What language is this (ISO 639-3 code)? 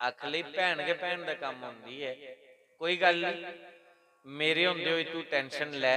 doi